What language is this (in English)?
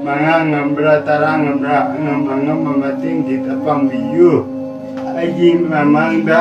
Manipuri